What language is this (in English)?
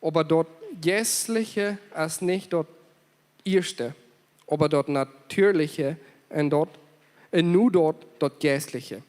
Plautdietsch